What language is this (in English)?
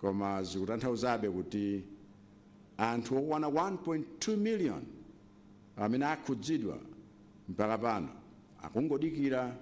Nyanja